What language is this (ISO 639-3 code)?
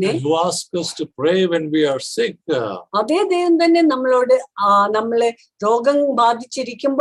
mal